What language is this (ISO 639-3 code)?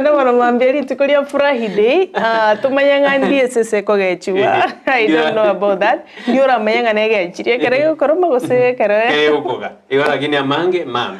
guz